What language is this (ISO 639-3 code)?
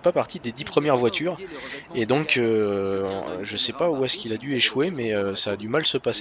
fra